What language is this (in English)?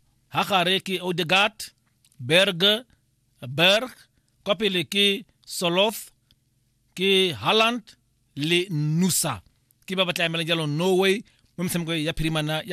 Tswana